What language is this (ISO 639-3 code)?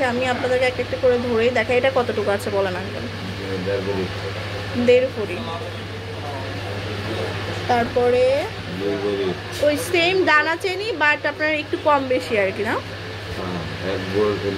ben